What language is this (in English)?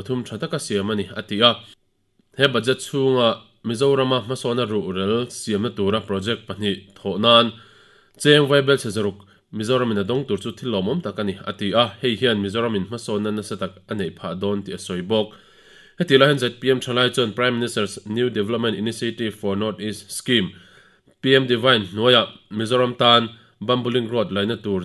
Mizo